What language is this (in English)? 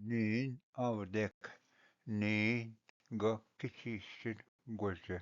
Ojibwa